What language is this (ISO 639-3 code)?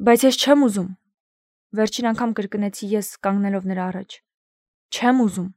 hye